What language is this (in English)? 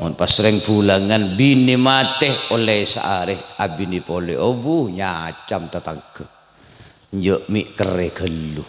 Madurese